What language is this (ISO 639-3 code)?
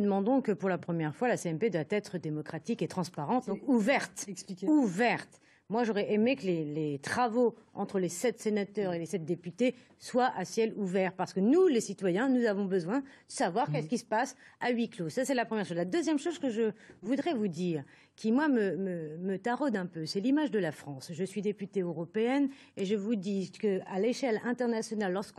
fra